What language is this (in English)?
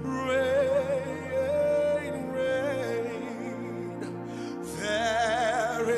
Papiamento